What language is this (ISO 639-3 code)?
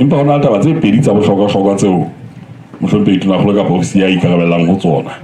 sot